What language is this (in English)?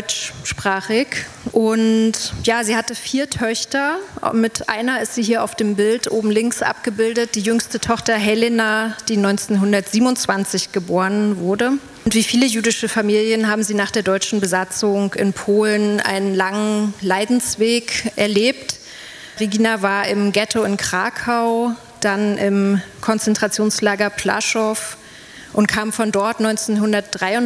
German